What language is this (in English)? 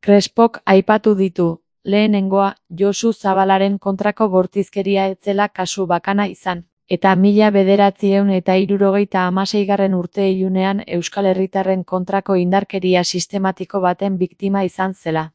Basque